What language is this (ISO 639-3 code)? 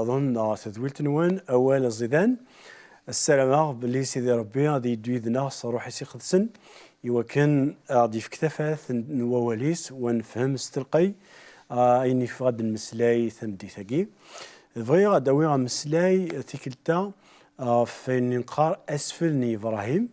kab